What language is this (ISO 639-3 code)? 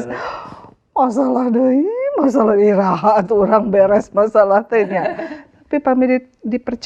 sun